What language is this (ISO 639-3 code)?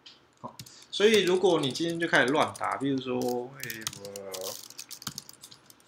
zho